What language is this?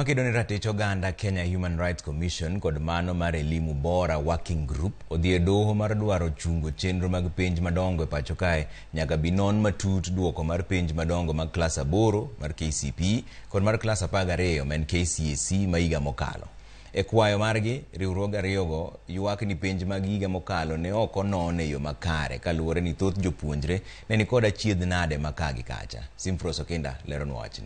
Luo (Kenya and Tanzania)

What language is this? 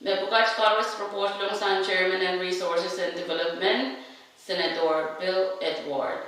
Pohnpeian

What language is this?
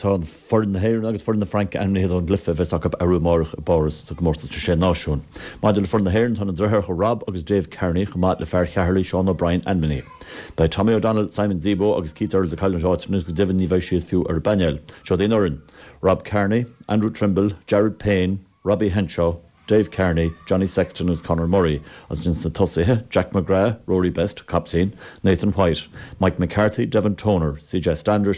Irish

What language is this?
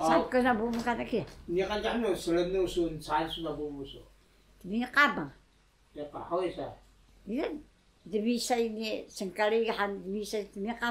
Taroko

